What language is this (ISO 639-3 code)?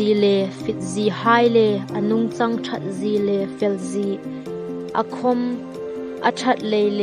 hmr